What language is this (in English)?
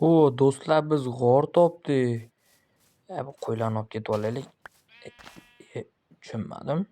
Uzbek